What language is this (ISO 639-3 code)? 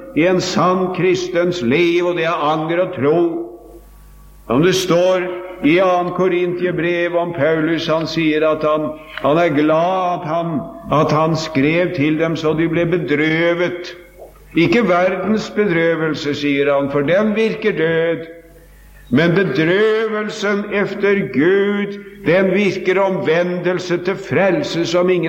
nor